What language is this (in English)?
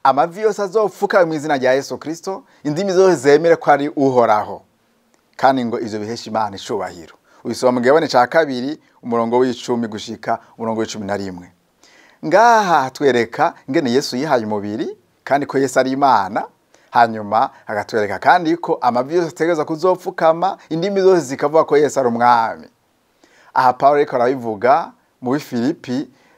Rundi